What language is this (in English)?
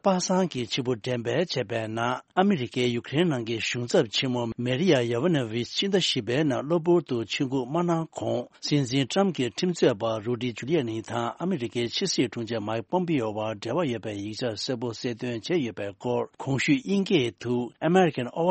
Tibetan